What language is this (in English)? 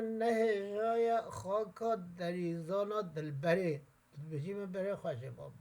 Kurdish